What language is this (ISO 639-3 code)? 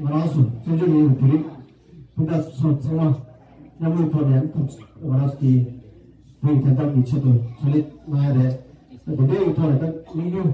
bod